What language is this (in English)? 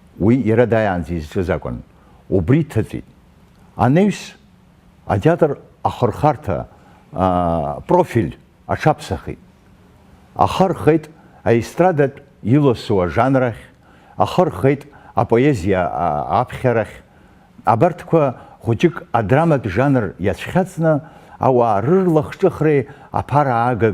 Abkhazian